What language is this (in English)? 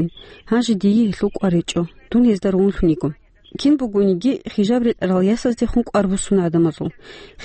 Avaric